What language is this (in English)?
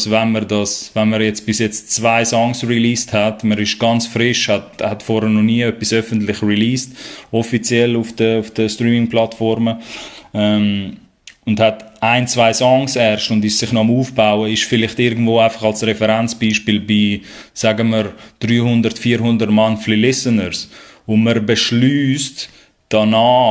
Swiss German